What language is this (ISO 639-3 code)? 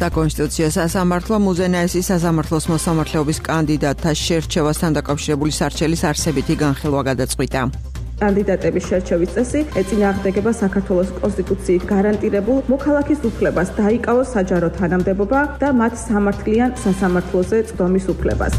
kat